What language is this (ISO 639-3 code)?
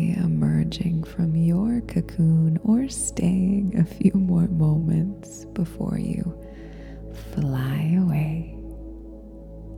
eng